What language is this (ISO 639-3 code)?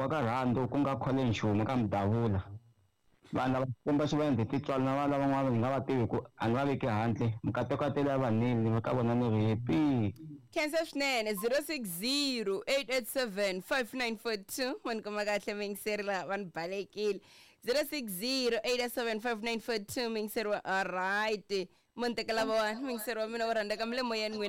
tso